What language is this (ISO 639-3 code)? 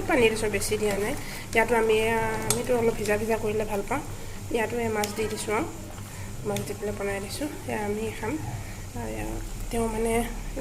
asm